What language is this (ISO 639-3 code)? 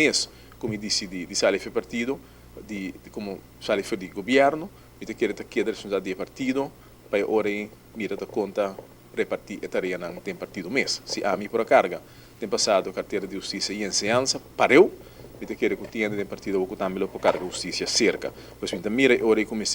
pap